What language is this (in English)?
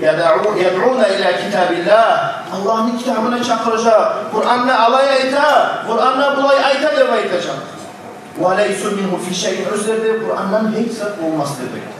Kumyk